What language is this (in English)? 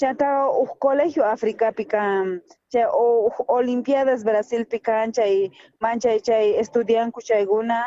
South Bolivian Quechua